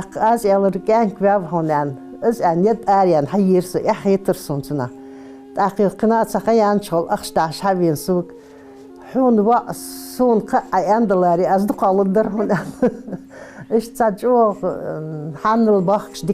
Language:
Ingush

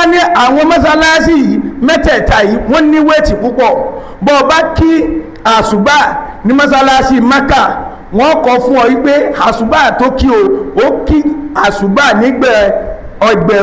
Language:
Yoruba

